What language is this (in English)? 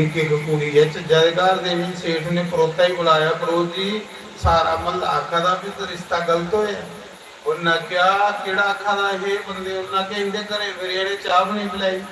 Dogri